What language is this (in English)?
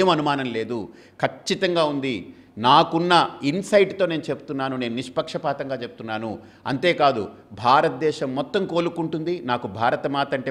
Telugu